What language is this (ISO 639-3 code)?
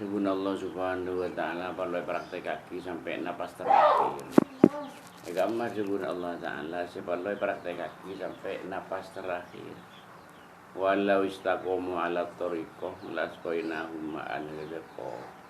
mad